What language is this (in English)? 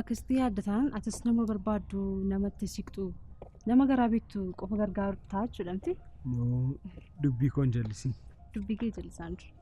Oromo